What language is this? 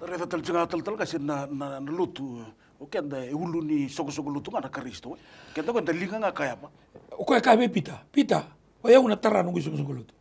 Fijian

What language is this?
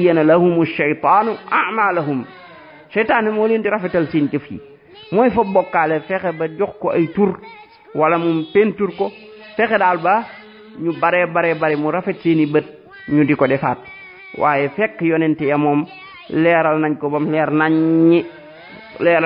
Wolof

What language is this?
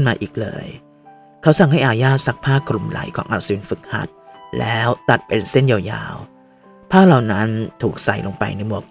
Thai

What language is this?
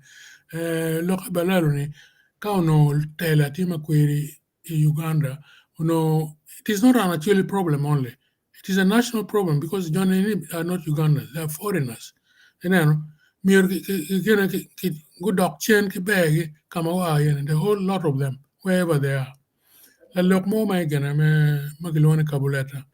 Acoli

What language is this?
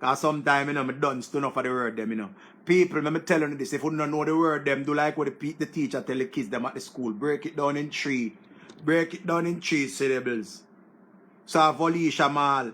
Jamaican Creole English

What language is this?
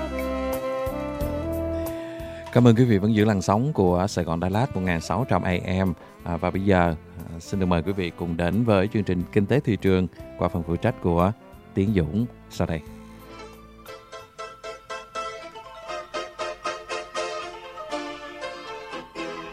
Vietnamese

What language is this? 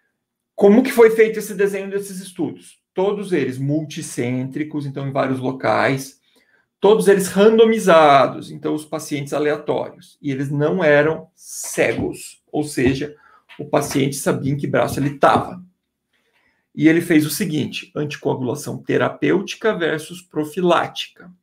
Portuguese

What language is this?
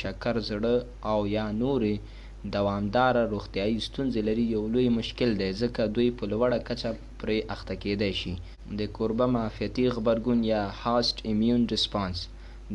Pashto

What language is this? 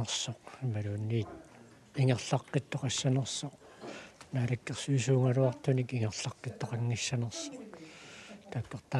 Kalaallisut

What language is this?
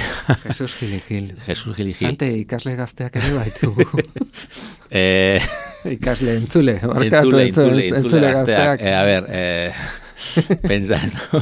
Basque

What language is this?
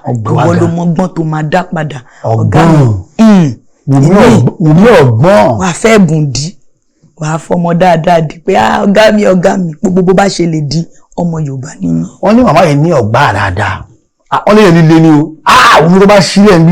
Yoruba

